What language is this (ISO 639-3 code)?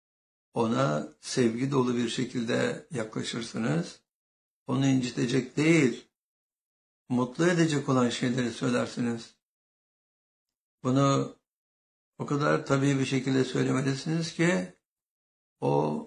tur